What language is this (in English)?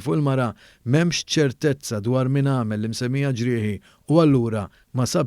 Maltese